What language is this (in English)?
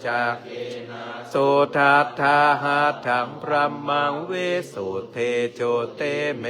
Pali